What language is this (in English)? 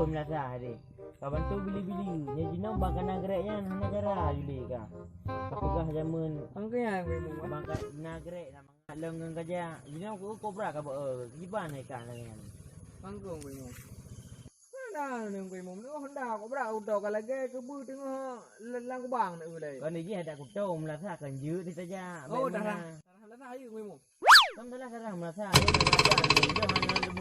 Achinese